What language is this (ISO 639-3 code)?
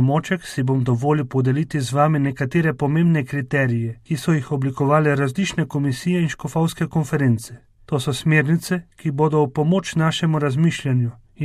slv